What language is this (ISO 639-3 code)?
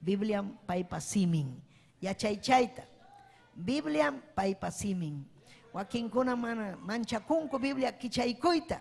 quy